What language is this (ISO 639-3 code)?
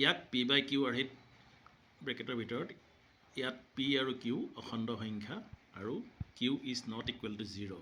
asm